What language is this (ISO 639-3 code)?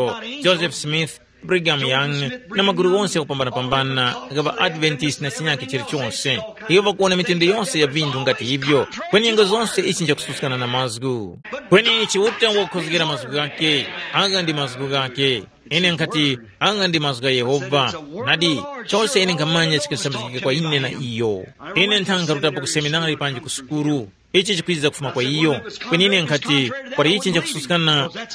tum